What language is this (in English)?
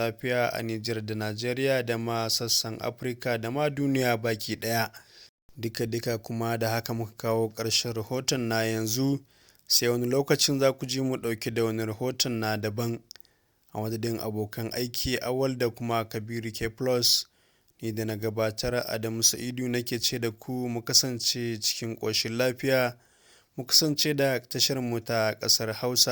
Hausa